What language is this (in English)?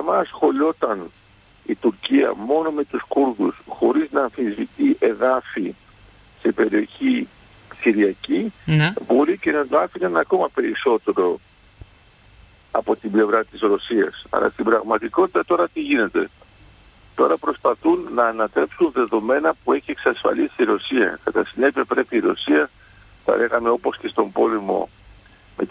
Greek